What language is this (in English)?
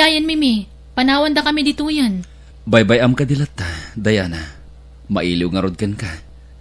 Iloko